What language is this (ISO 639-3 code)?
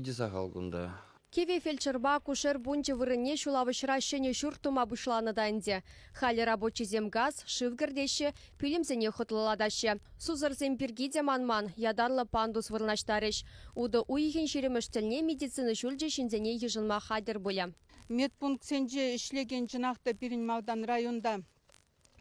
chv